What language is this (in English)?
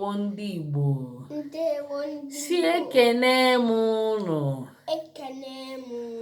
Igbo